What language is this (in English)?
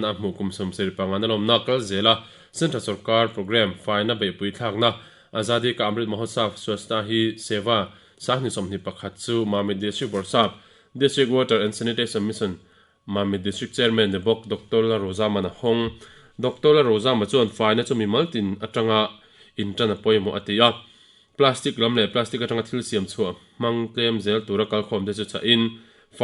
Mizo